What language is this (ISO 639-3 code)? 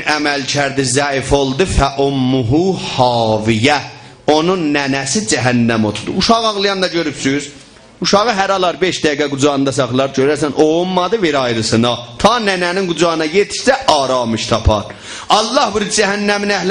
azb